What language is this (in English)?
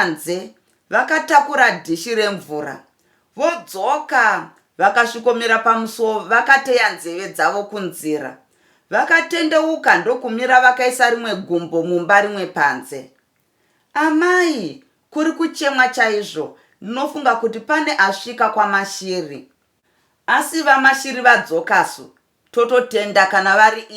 Shona